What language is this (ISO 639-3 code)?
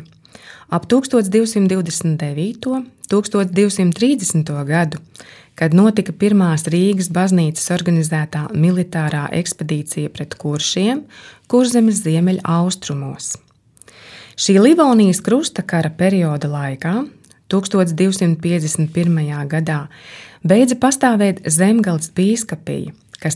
lav